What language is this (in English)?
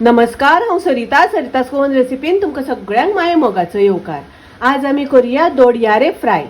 Konkani